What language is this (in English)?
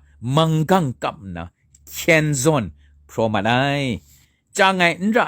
Kachin